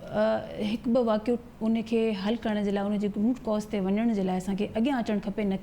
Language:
Sindhi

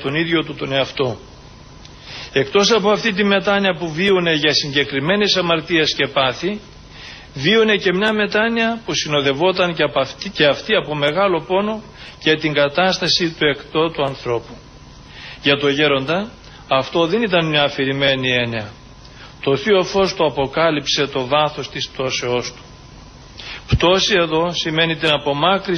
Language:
Greek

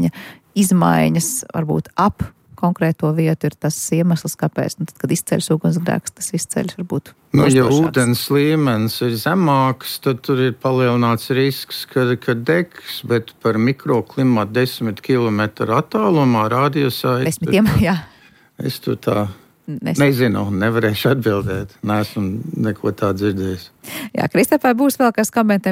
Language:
Latvian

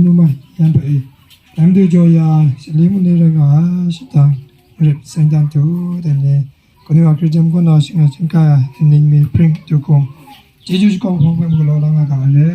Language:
Kachin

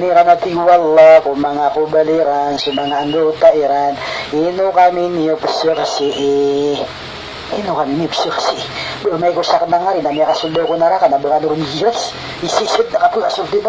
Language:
Maranao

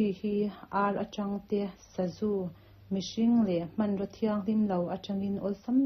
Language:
Mizo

